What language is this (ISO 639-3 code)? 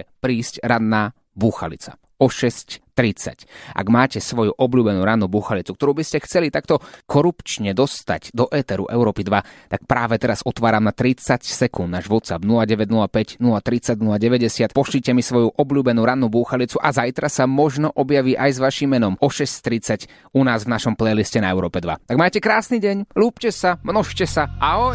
slk